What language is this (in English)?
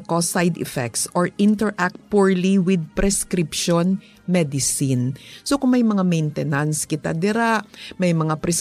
Hiligaynon